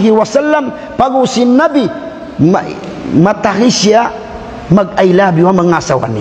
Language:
Tausug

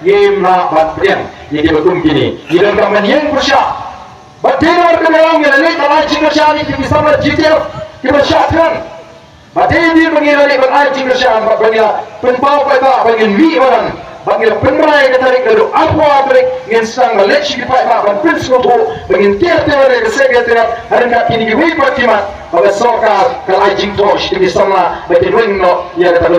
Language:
Khasi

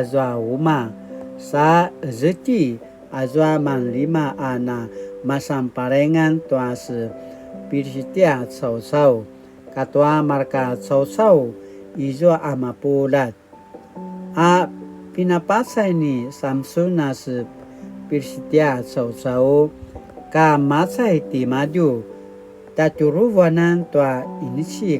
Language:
Paiwan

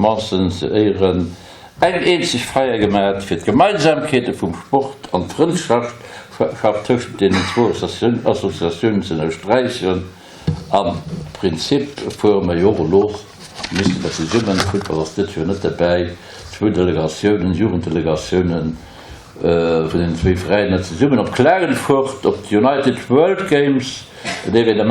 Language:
Luxembourgish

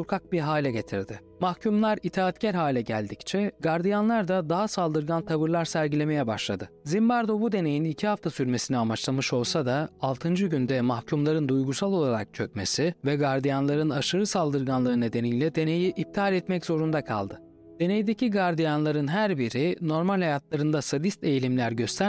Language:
Turkish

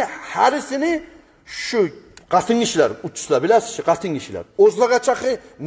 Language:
Kumyk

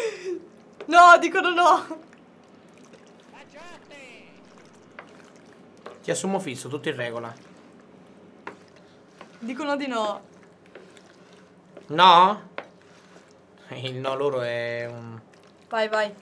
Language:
Italian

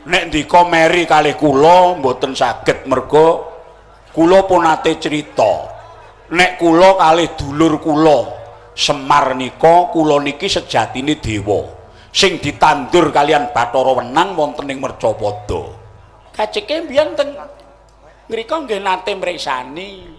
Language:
Javanese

